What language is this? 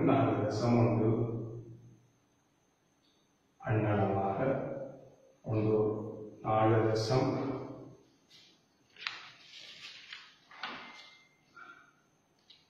Tamil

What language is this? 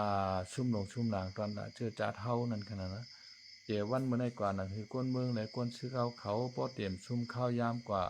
Shan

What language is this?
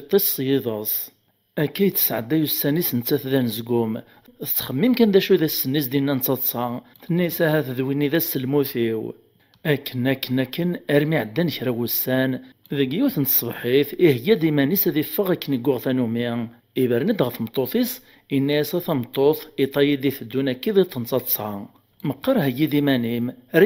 Kabyle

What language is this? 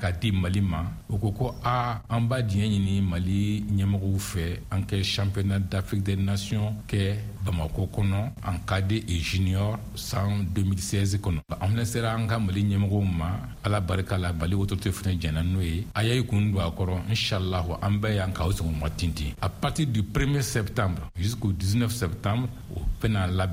Bambara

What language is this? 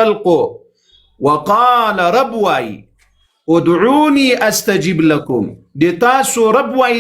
Pashto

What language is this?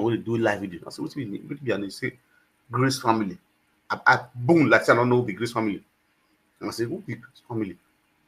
Nigerian Pidgin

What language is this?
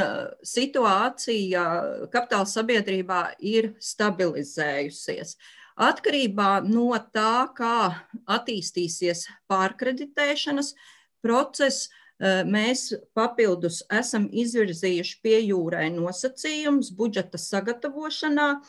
Latvian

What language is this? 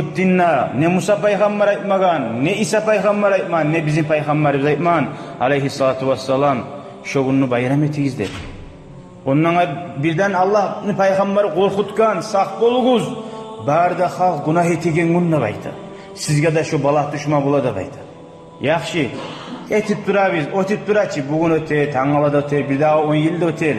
Kumyk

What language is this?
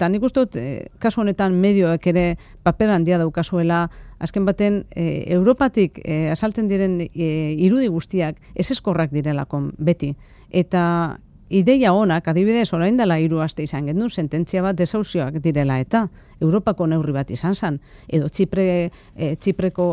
Basque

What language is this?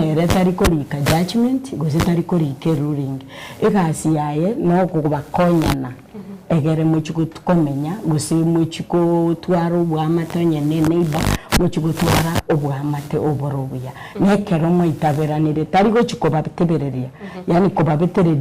Gusii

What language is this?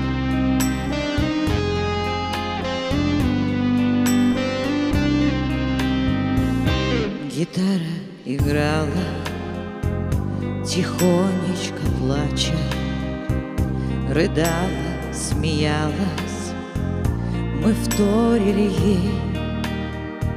Russian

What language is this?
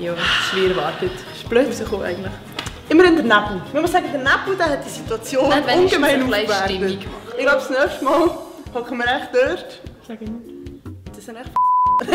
Swiss German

